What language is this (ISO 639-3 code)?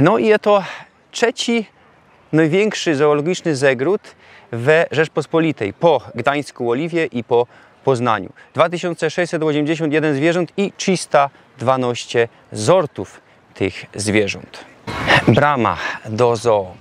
szl